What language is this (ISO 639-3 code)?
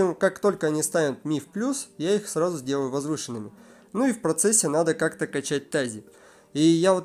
rus